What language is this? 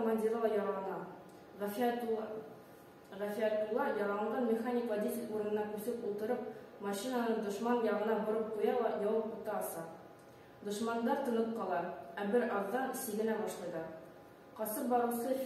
Bashkir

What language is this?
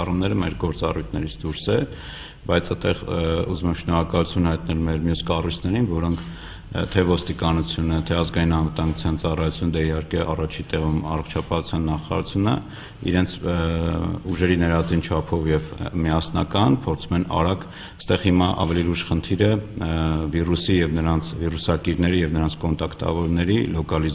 Armenian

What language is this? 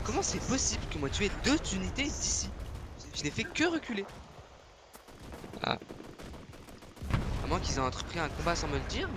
French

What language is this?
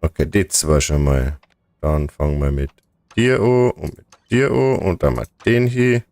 Bavarian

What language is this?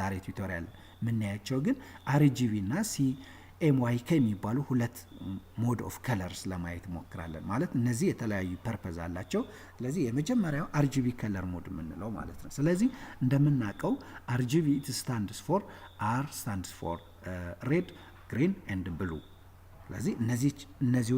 Amharic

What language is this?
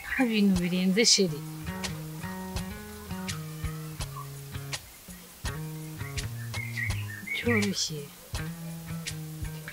Kinyarwanda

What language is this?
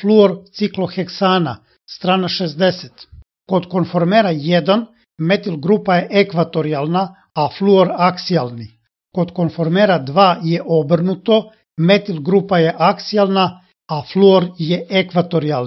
Serbian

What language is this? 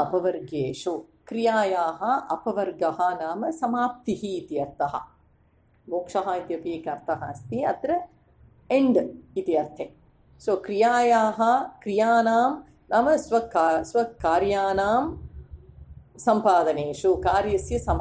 Sanskrit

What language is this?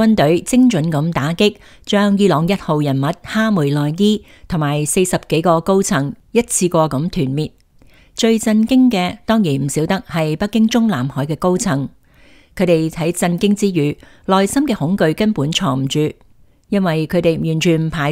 Cantonese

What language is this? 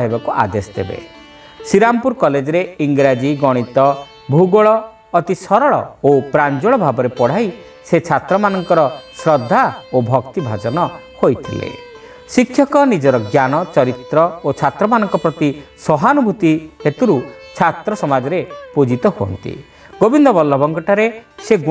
Odia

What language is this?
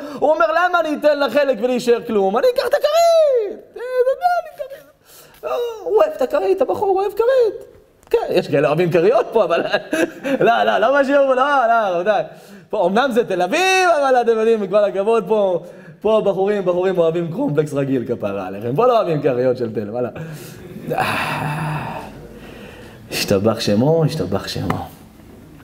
Hebrew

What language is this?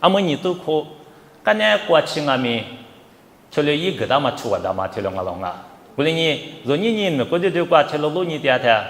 Lisu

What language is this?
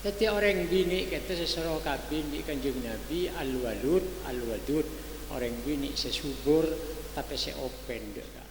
Madurese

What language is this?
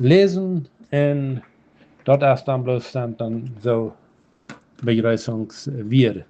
Plautdietsch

